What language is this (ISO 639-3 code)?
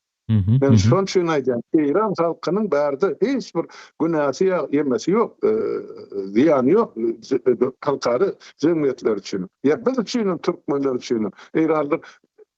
tuk